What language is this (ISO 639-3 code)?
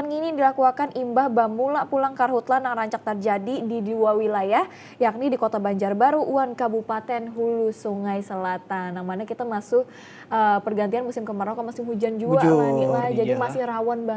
bjn